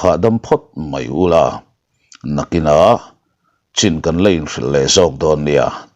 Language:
Mizo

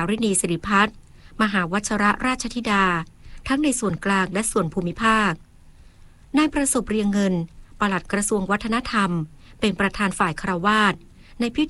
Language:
Thai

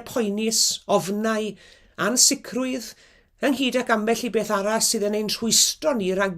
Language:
Welsh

